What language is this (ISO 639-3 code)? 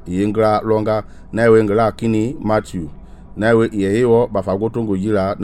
men